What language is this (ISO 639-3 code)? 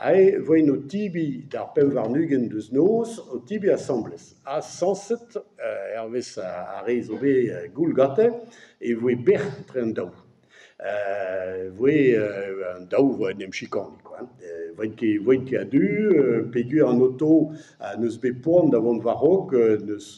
bre